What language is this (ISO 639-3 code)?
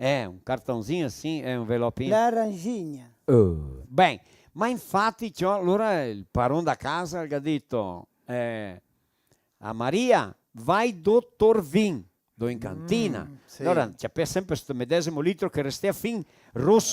vec